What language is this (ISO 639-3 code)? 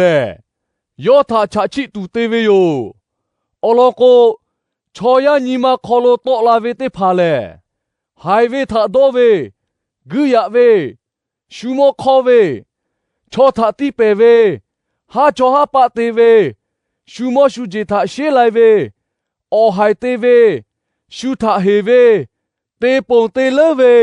lhu